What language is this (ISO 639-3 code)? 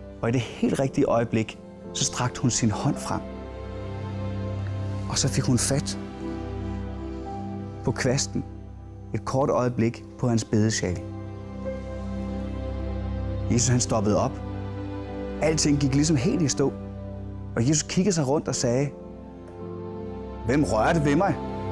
dan